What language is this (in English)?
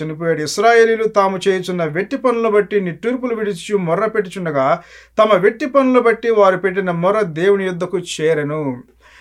Telugu